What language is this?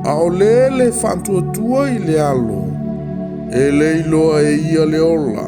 Samoan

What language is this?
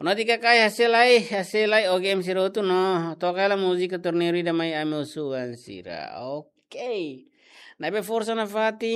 Tetum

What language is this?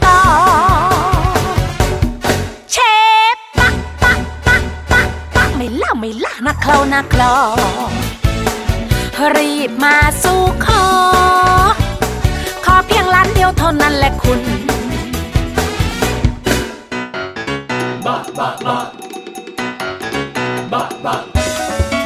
Thai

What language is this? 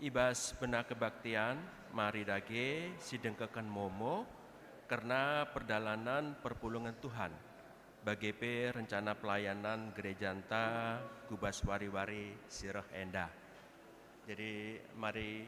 Batak Karo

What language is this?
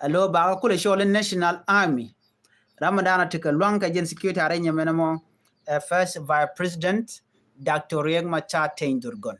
Nuer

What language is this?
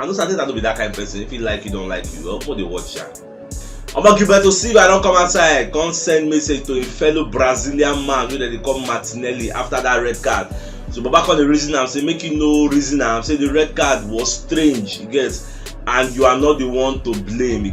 Nigerian Pidgin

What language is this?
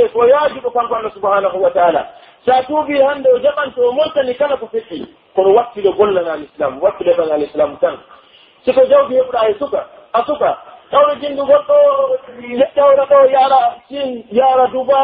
Pular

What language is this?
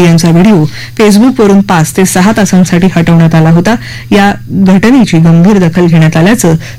Marathi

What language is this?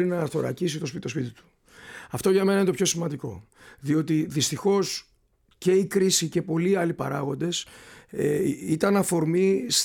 Greek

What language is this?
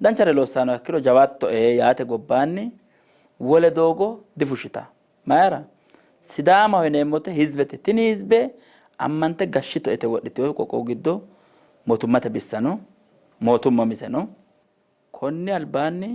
Sidamo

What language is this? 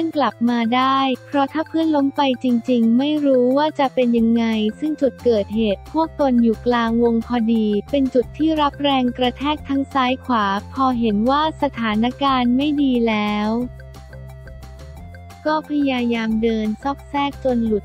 Thai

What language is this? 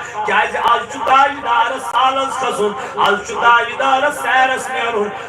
Kashmiri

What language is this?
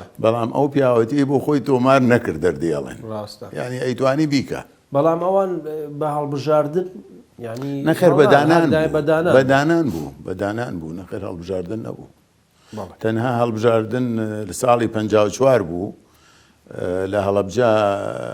Central Kurdish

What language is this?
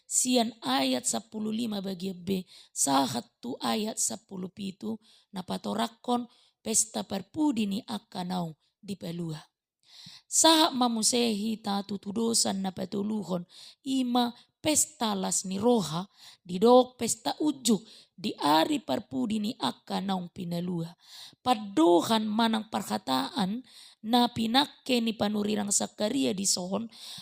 Batak Toba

